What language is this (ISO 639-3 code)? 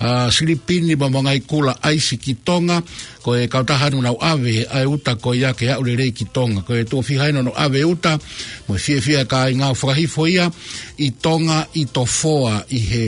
ton